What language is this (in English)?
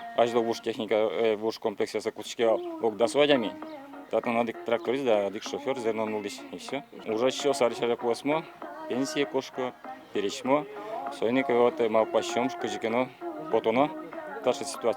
Udmurt